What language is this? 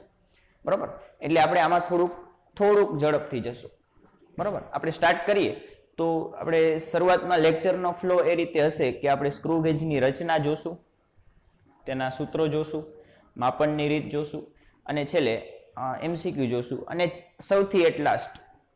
Gujarati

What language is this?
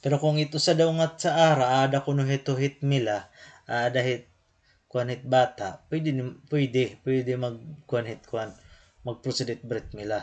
Waray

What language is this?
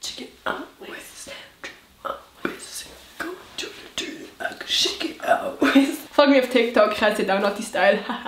Swiss German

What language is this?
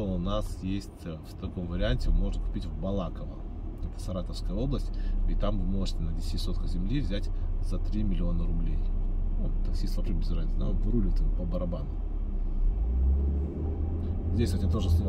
Russian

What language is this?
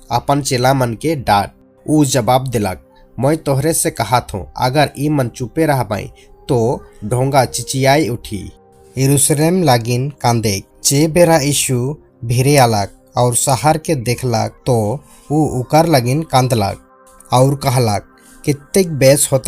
Sadri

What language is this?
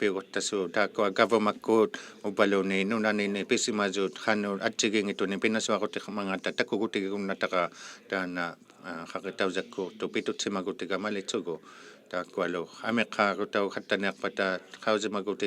Inuktitut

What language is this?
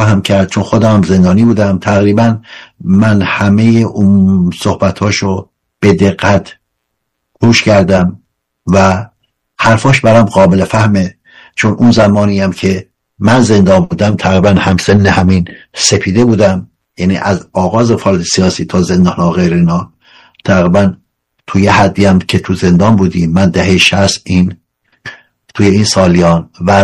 Persian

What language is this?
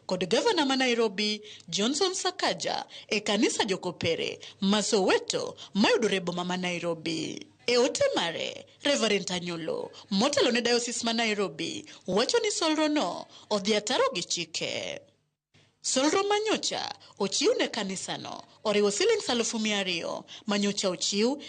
Luo (Kenya and Tanzania)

